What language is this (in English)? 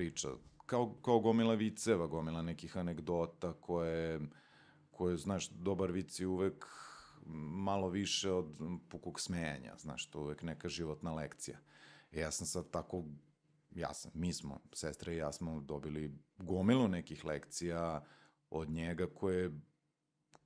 Serbian